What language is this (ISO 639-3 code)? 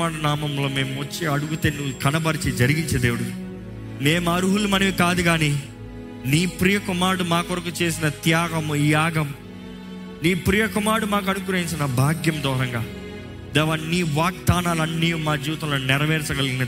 tel